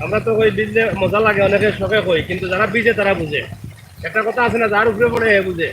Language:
Sylheti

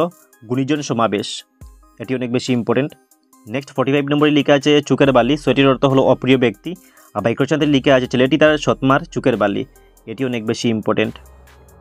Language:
Bangla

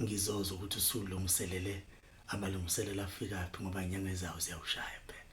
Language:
Zulu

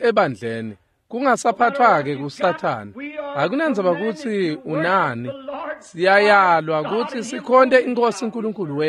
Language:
Swati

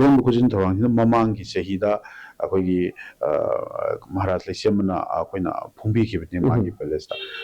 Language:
Manipuri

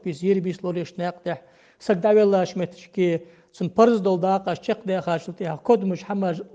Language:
Ingush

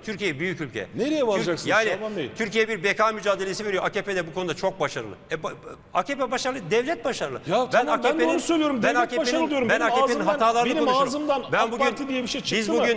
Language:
Turkish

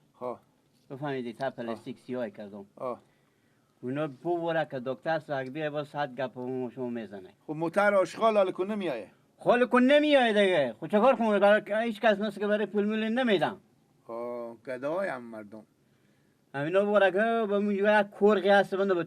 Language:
Persian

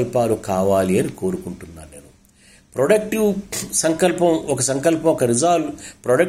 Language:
Telugu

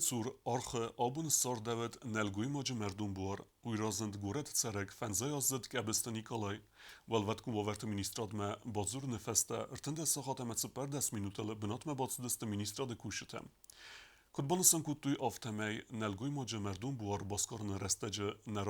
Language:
Ossetic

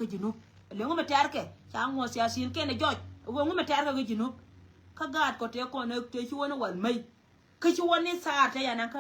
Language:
Nuer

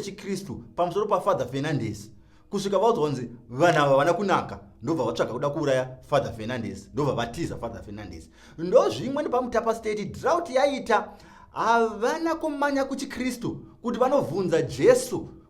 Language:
Shona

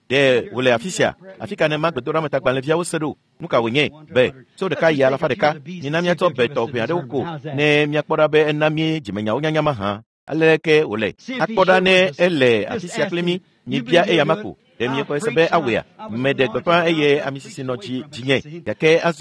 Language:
Ewe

